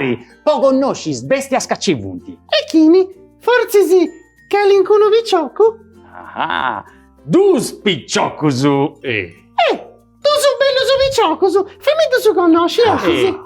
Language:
Sardinian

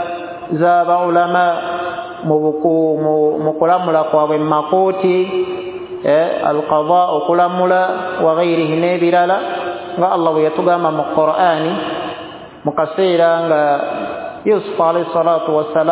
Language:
Ganda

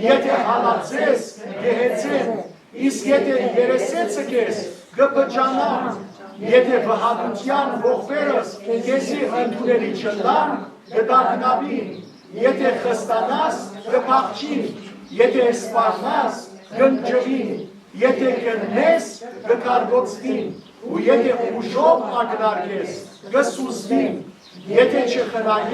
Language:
Western Armenian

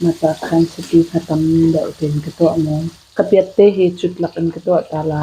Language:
Hakha Chin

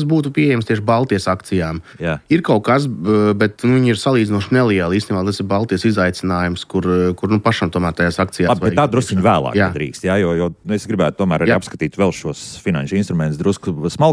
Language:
Latvian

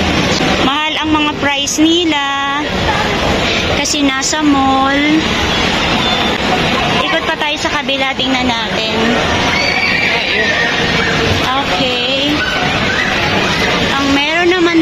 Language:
Filipino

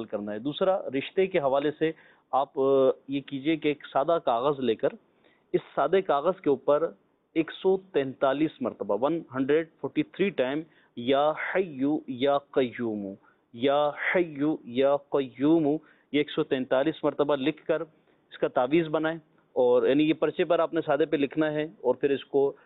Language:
Urdu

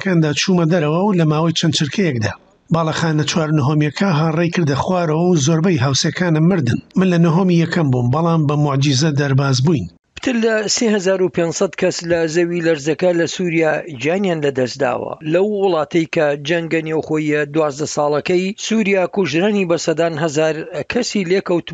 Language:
Central Kurdish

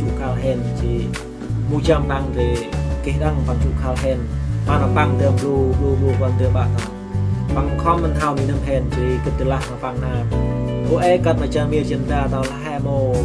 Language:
Central Mnong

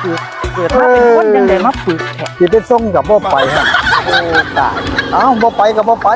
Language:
Northeastern Thai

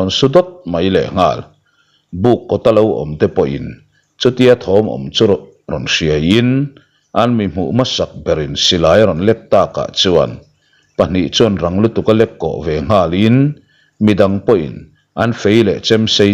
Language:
Mizo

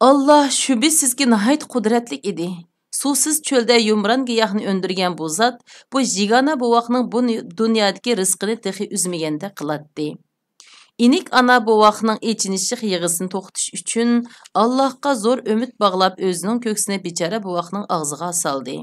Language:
Uyghur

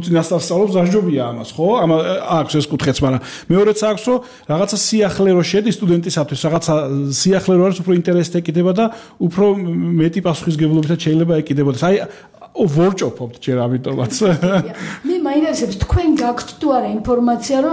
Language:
Georgian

